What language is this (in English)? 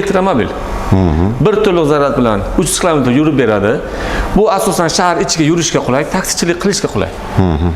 Uzbek